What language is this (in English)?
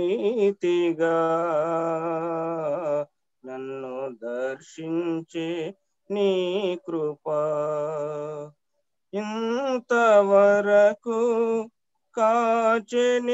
Telugu